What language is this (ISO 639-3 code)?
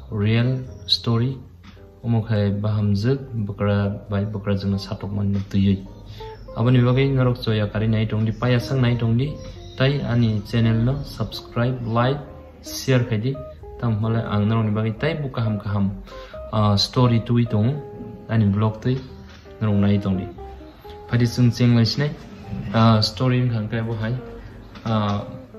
trp